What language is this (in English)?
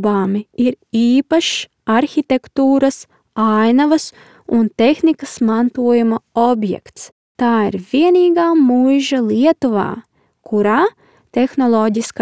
Latvian